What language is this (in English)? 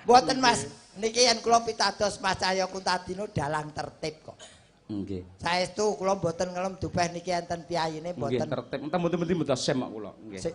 Javanese